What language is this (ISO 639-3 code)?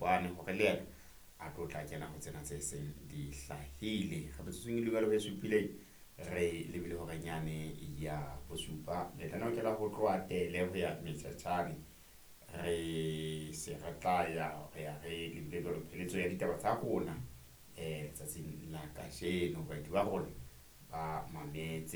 sot